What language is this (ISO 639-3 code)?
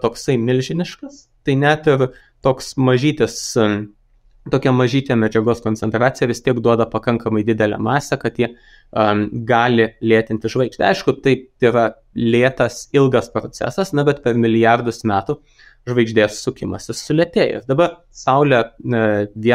lit